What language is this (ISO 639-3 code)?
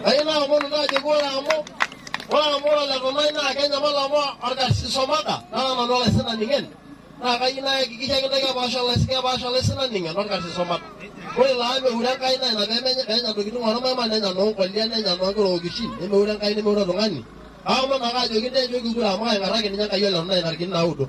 mas